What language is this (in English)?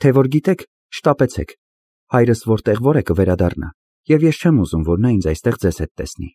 Armenian